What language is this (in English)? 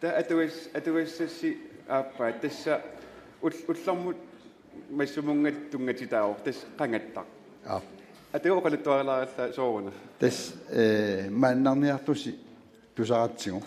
Kalaallisut